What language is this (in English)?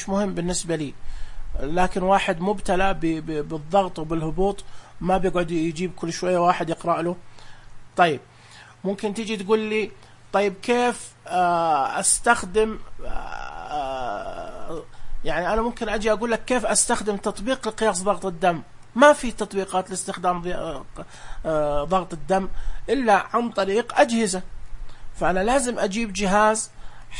Najdi Arabic